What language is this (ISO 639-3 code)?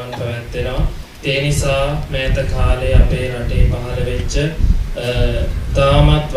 sin